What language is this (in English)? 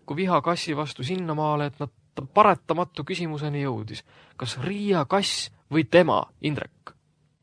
Estonian